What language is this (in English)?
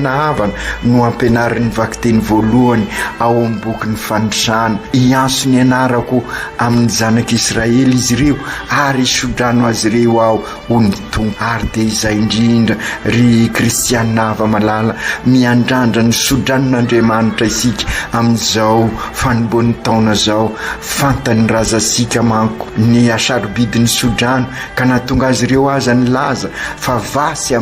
Malagasy